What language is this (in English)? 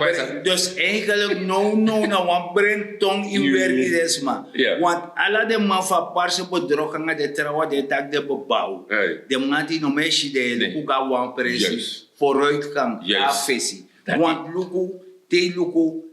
Sranan Tongo